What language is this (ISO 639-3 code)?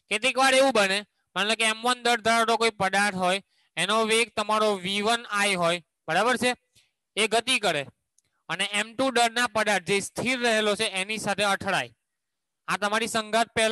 guj